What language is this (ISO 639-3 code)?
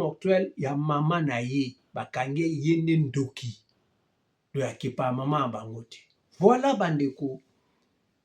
lin